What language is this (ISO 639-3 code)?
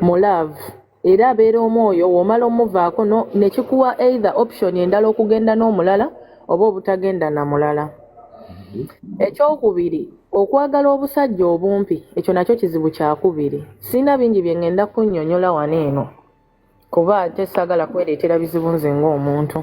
lug